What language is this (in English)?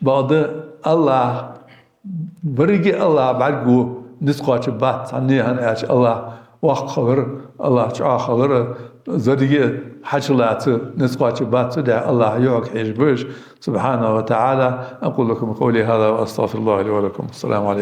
Ingush